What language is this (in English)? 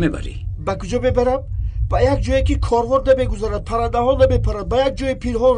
Tajik